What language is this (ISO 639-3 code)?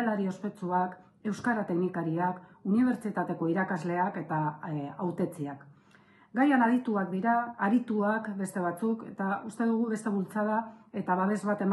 eus